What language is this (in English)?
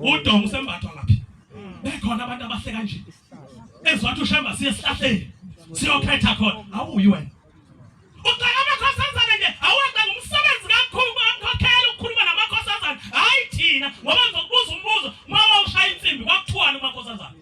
Zulu